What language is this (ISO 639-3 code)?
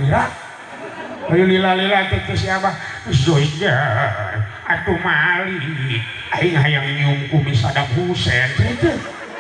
sun